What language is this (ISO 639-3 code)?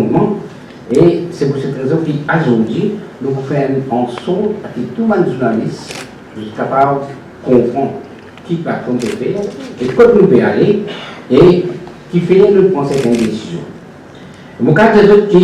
mfe